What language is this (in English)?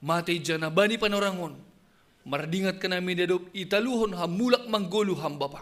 Batak Simalungun